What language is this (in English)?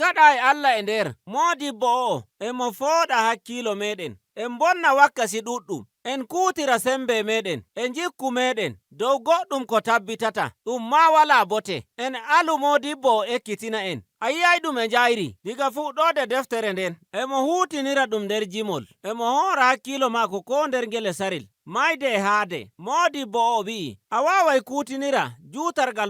Nigerian Fulfulde